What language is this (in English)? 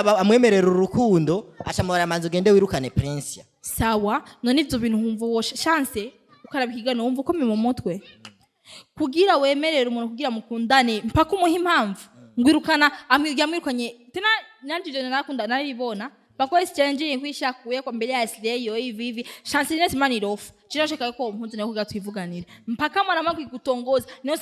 Rundi